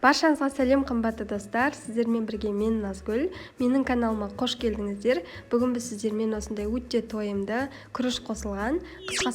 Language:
Kazakh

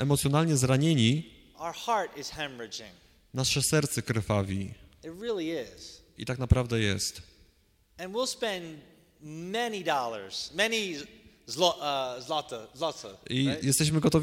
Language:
Polish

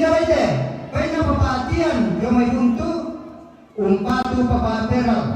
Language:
Toraja-Sa'dan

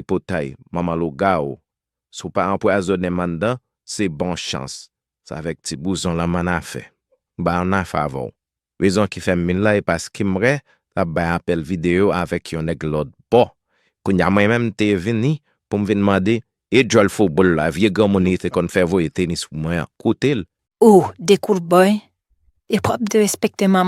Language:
Haitian Creole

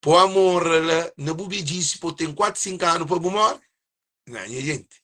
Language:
Kabuverdianu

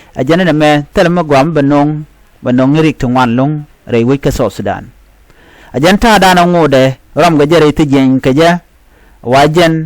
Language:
Nuer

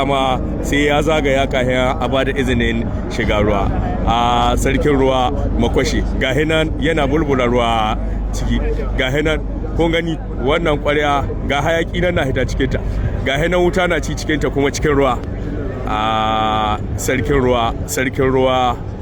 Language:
Hausa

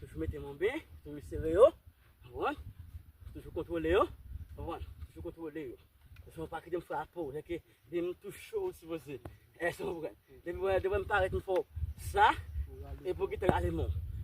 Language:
Haitian Creole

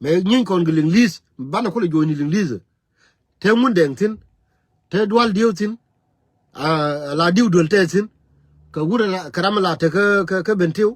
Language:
Nuer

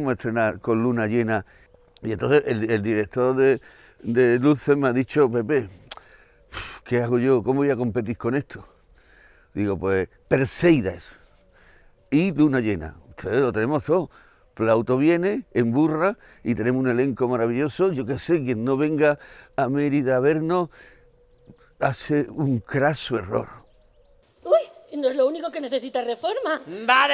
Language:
Spanish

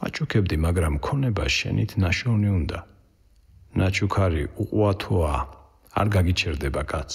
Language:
Georgian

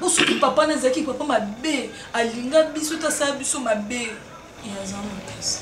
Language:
Lingala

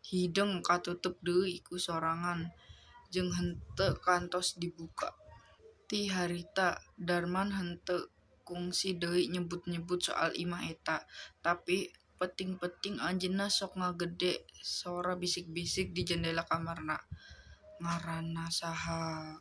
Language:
Sundanese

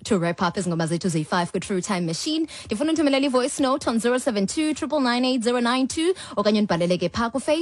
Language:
Xhosa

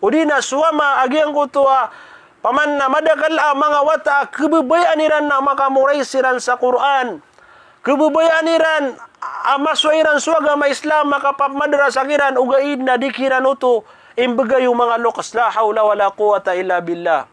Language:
Maranao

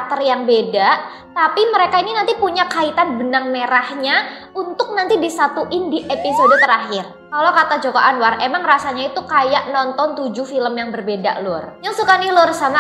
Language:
Indonesian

